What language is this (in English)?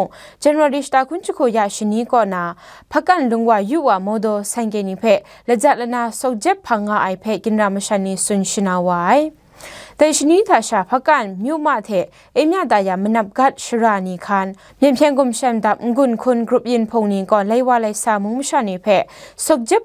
Kachin